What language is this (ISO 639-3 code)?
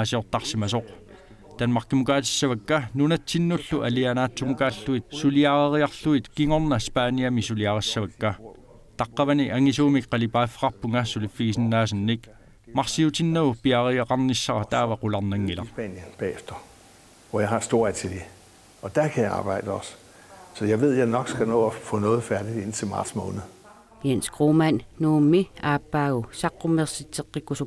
kal